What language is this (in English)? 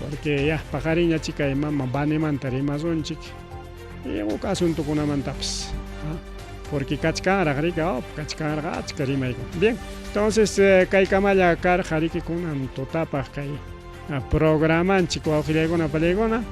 Ayacucho Quechua